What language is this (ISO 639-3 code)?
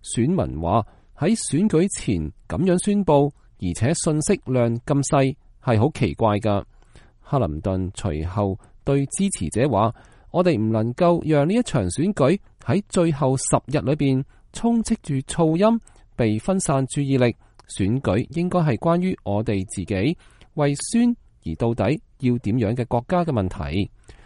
yue